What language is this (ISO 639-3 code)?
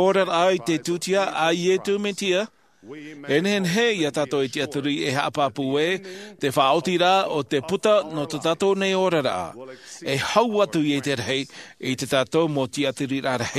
tah